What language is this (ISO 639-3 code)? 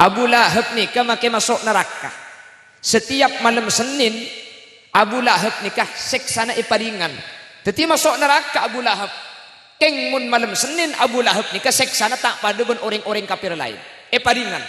mad